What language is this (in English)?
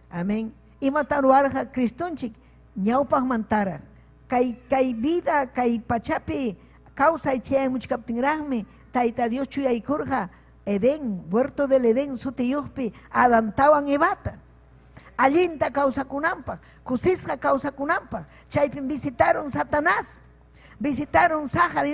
Ayacucho Quechua